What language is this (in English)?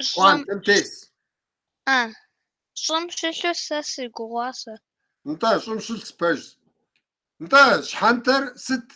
Kabardian